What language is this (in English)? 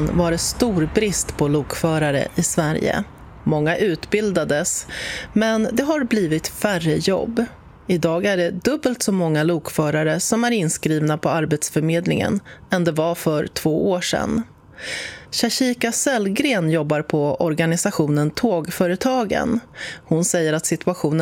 Swedish